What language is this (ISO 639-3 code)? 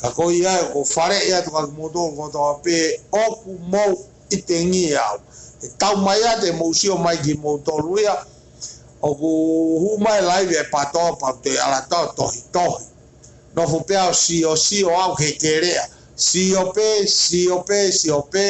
ton